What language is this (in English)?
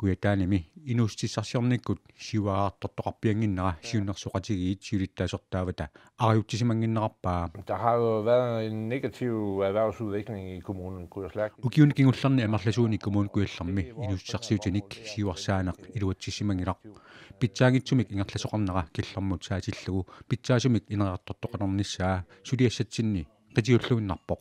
Kalaallisut